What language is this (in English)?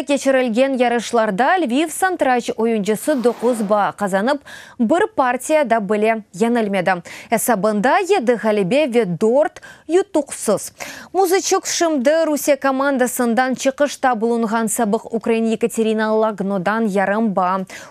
Crimean Tatar